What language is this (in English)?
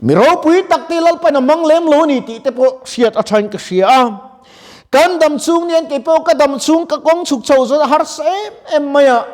Mizo